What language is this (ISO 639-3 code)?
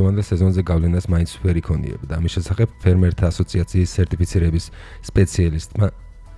kat